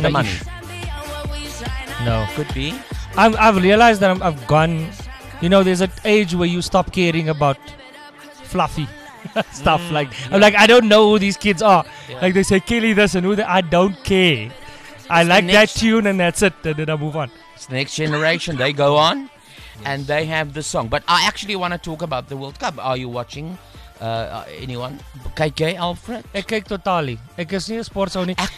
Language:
Afrikaans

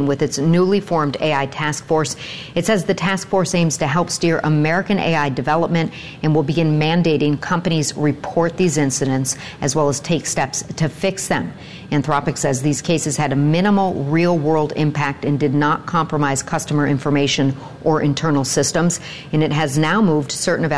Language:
English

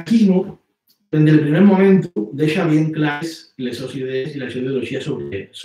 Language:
Asturian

